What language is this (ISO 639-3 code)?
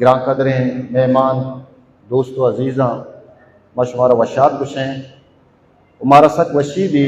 bal